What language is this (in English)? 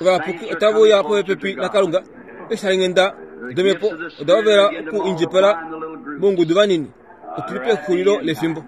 Kuanyama